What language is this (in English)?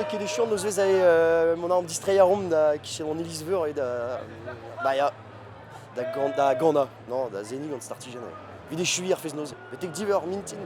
Breton